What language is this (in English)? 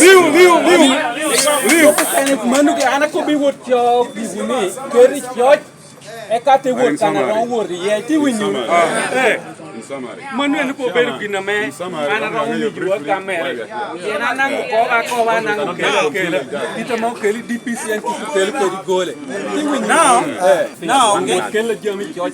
Lango (Uganda)